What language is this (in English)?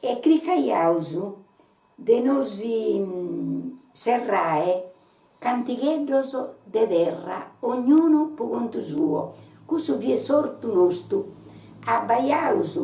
Sardinian